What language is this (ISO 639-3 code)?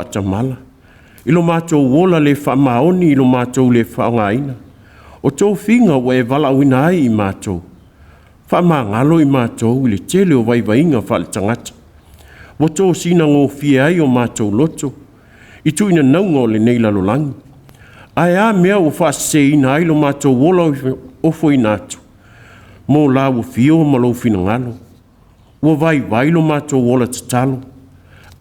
smo